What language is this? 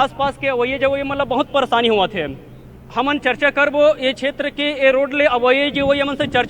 Chhattisgarhi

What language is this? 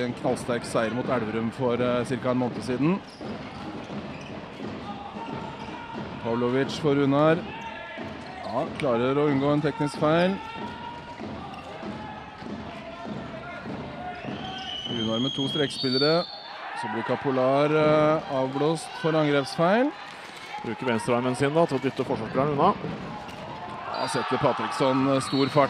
Norwegian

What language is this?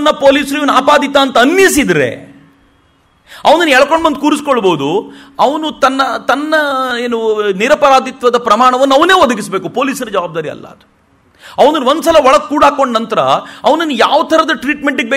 Kannada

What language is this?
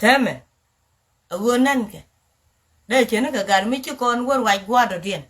Nuer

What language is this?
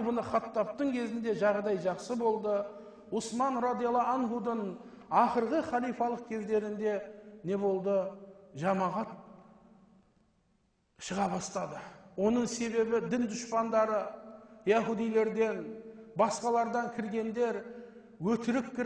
Kazakh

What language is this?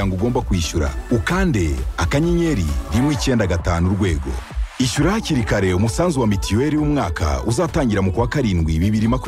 Kinyarwanda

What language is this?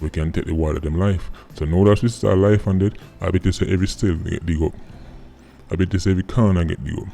Jamaican Creole English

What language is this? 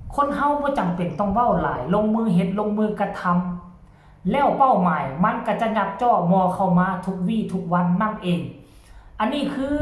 Lao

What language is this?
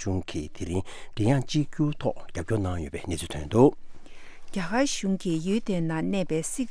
Tibetan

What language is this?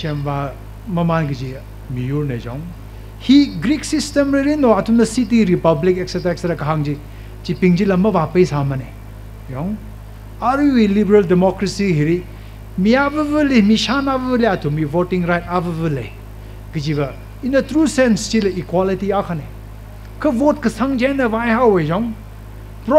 Tangkhul Naga (India)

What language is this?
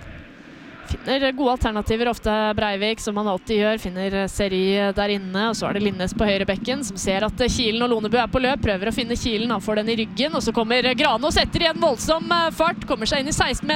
Norwegian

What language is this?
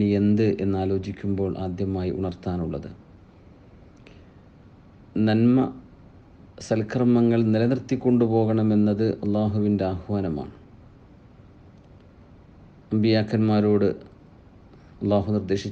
Malayalam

